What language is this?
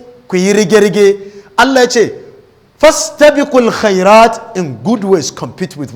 Hausa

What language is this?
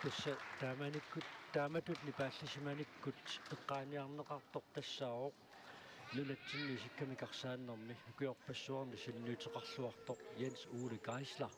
Kalaallisut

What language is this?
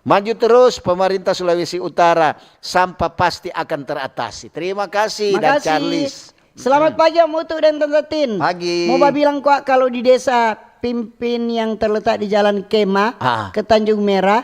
Manado Malay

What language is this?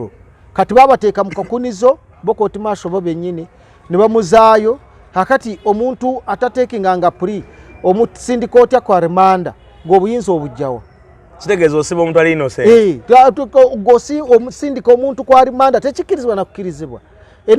Ganda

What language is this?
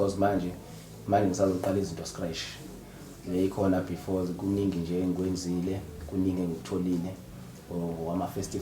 Zulu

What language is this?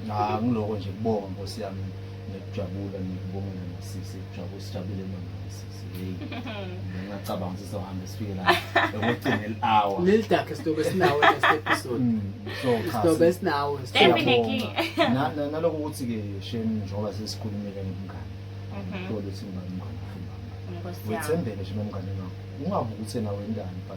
Zulu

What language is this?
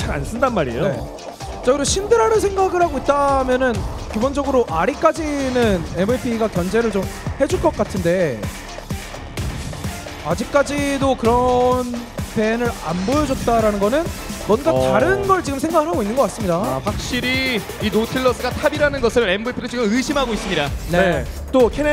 Korean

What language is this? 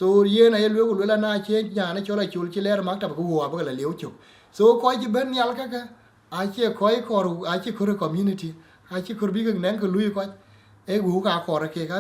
Dinka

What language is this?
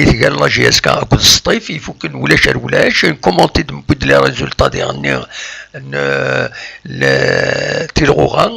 Kabyle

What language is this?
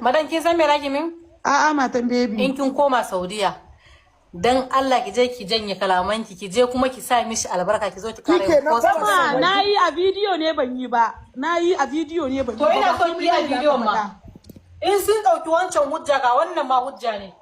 Hausa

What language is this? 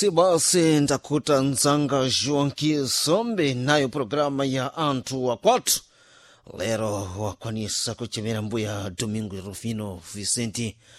Sena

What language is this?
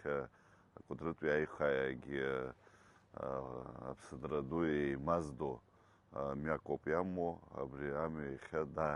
Abkhazian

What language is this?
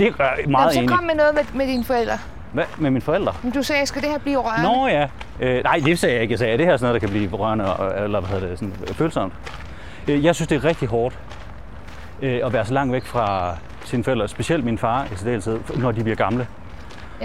Danish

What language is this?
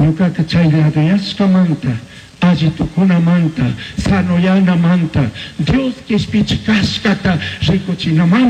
Chimborazo Highland Quichua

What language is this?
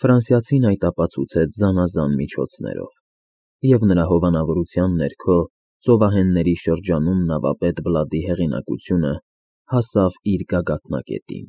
Armenian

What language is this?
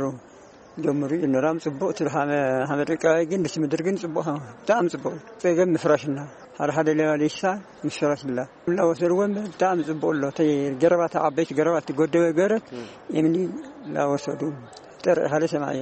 Tigrinya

